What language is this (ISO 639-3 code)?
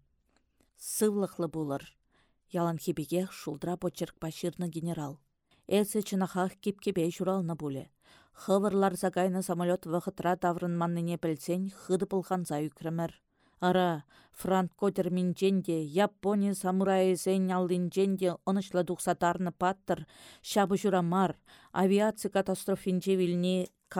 chv